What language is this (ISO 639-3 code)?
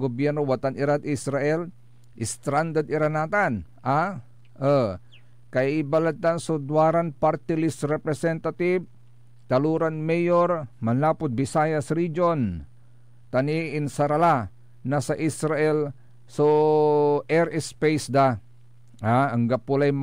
pag